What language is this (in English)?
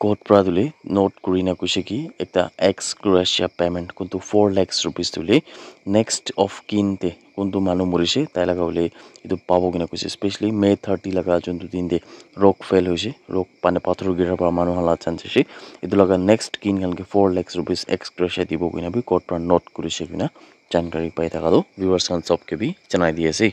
Naga Pidgin